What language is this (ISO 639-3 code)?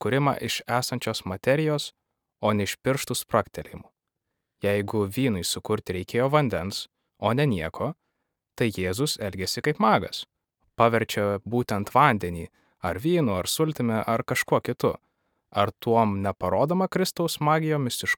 lit